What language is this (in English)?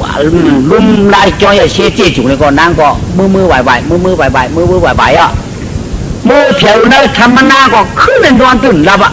Shan